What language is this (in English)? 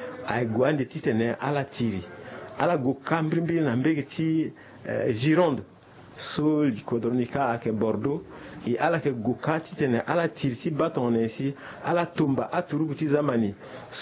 Sango